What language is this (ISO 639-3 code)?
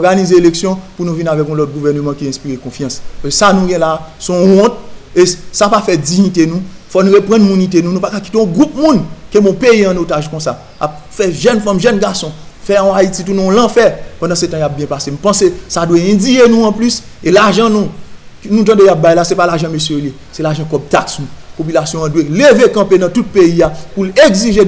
hat